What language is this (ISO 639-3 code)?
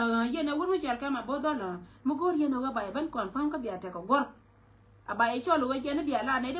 nus